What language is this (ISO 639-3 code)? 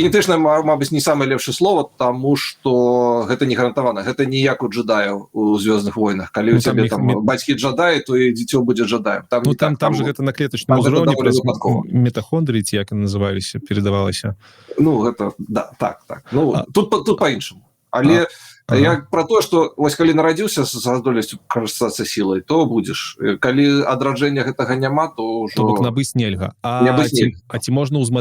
bel